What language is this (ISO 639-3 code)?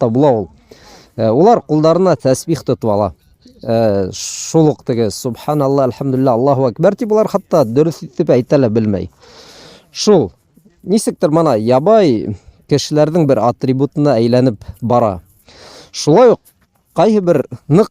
bak